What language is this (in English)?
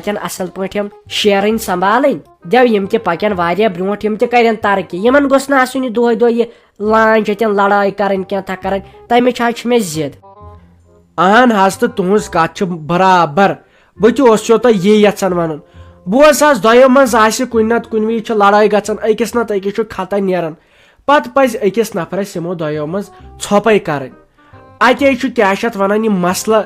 Kashmiri